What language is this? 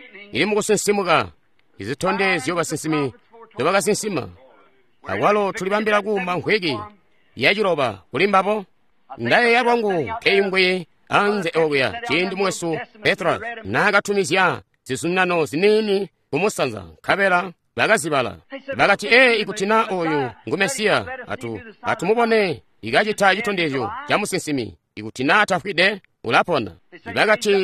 Tonga (Zambia)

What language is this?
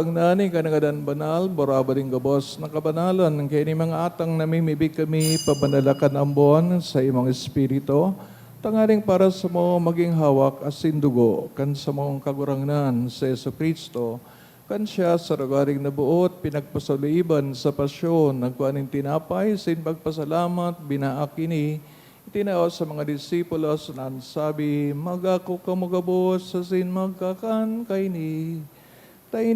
Bikol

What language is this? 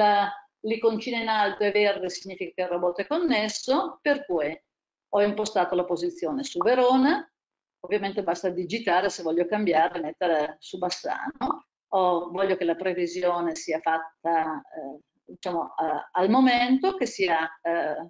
Italian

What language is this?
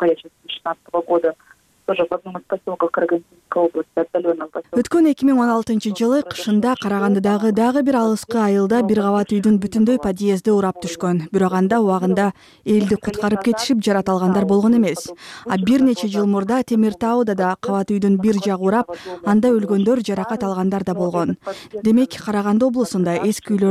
Kyrgyz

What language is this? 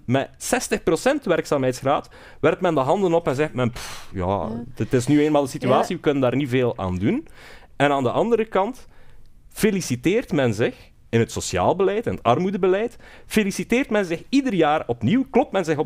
Dutch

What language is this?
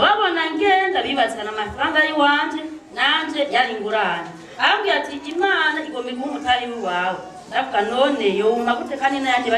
Rundi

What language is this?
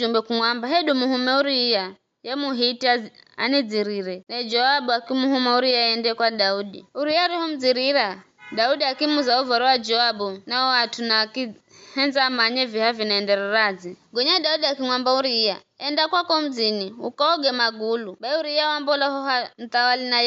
Giryama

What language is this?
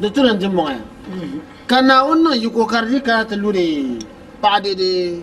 Dagbani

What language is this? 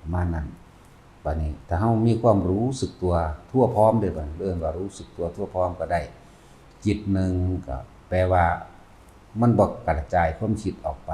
Northeastern Thai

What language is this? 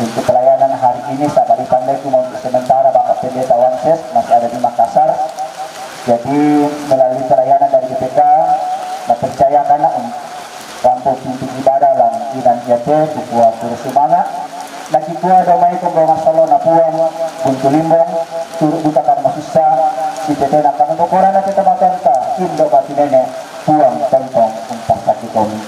Toraja-Sa'dan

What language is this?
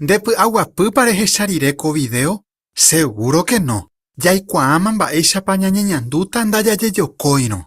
Guarani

